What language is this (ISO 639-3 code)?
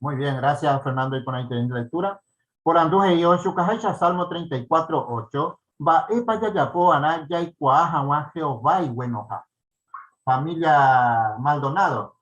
grn